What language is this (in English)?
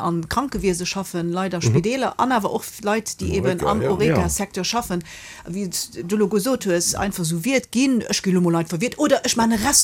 Luxembourgish